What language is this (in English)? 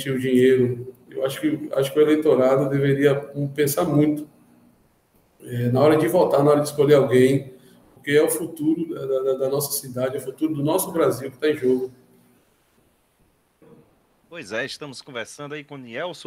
Portuguese